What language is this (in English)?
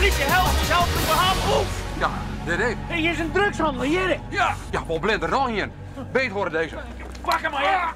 Western Frisian